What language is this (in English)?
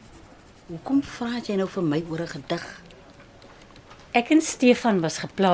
Afrikaans